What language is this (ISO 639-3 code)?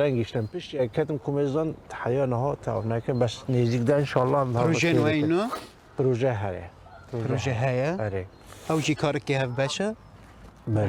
kur